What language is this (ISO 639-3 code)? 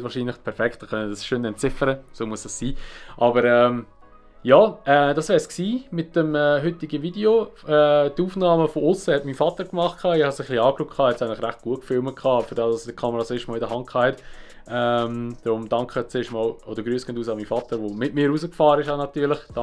gsw